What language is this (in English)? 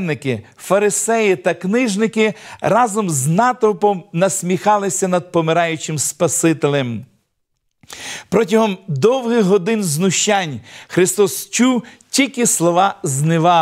Ukrainian